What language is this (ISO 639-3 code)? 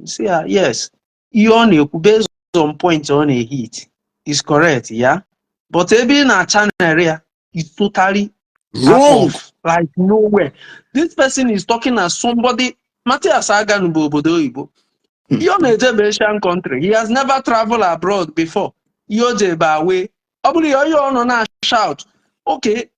ibo